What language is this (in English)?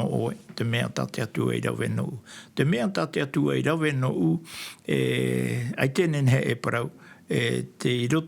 Tahitian